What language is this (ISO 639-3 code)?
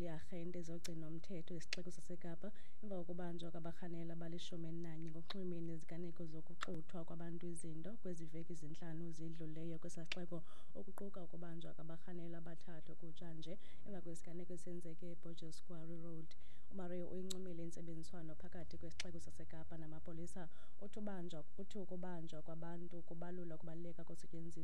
xho